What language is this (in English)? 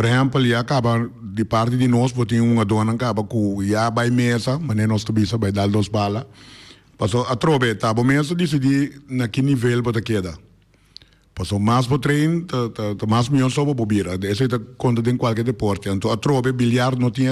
Papiamento